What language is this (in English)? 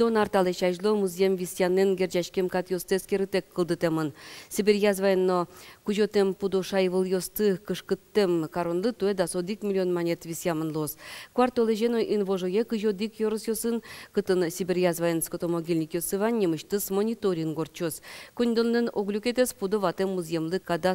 Udmurt